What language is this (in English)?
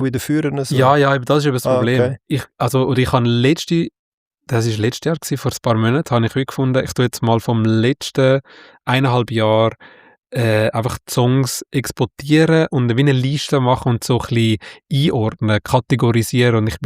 Swiss German